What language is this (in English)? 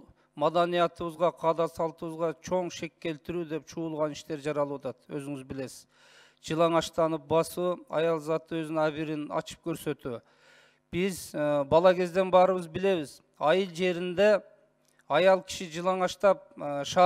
Kyrgyz